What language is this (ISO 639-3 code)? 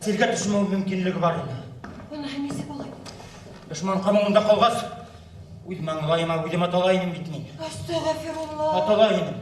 bak